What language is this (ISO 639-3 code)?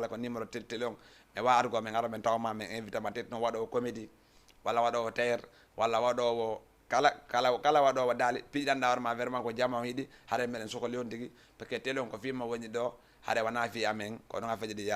ful